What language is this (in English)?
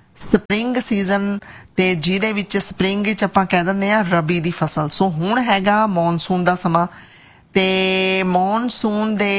Punjabi